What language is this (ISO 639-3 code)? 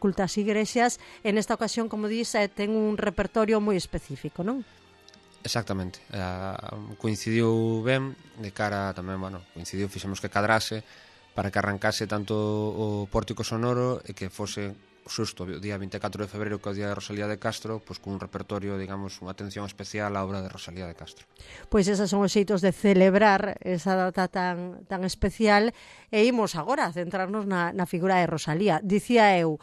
glg